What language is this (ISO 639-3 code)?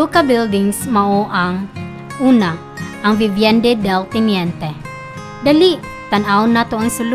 ceb